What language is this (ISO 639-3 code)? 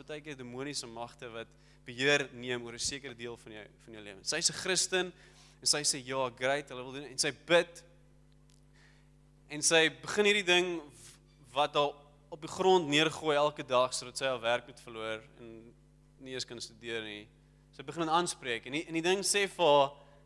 afr